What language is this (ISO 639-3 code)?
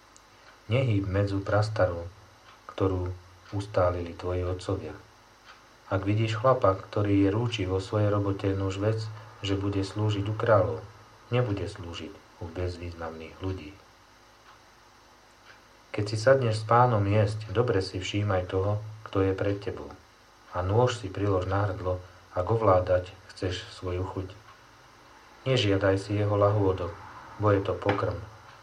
slk